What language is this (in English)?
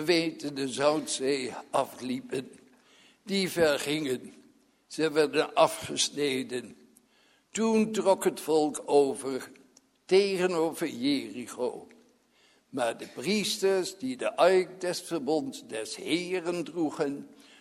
Dutch